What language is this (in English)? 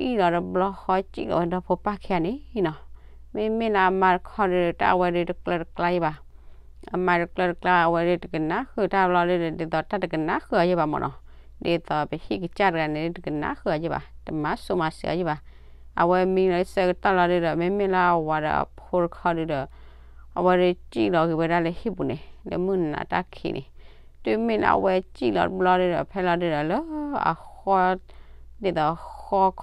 S'gaw Karen